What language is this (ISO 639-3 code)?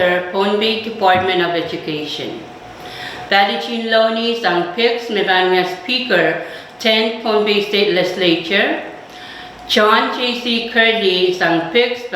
pon